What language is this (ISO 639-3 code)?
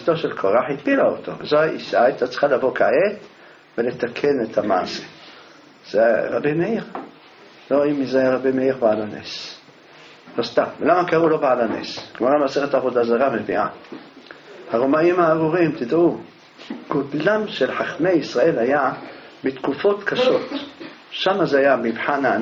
heb